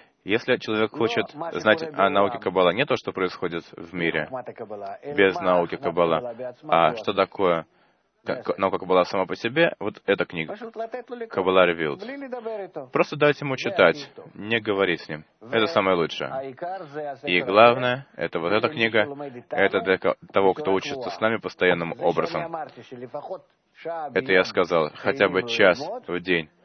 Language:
Russian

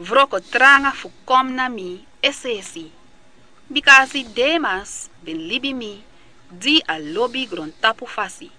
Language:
Sranan Tongo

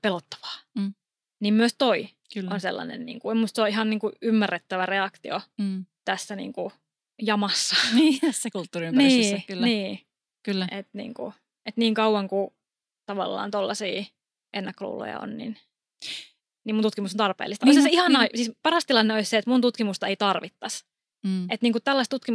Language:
Finnish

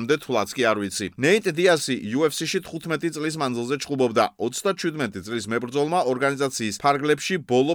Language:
Georgian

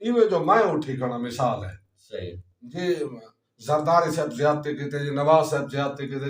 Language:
Saraiki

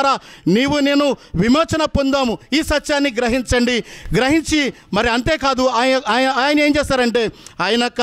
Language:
Telugu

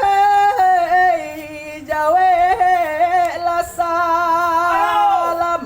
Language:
Minangkabau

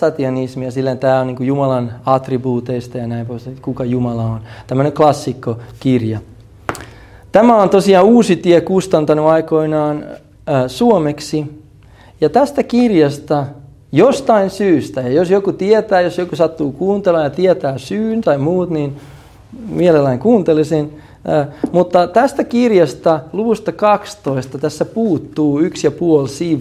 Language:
Finnish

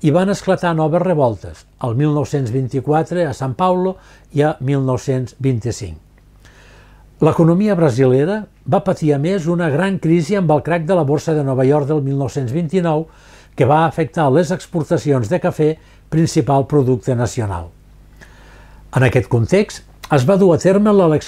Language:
Catalan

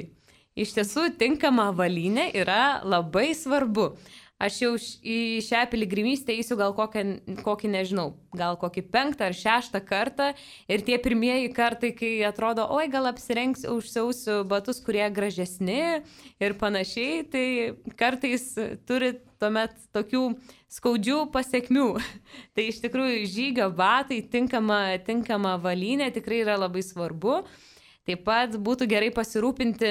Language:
Lithuanian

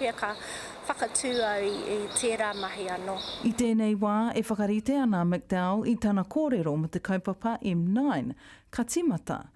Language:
Māori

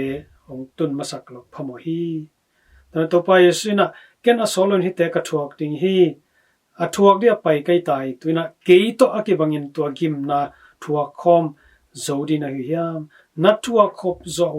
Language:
Tedim Chin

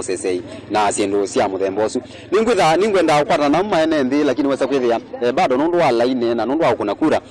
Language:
Kamba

